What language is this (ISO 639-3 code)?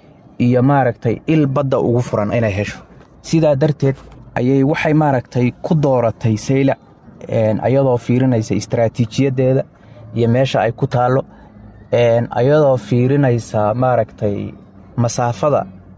som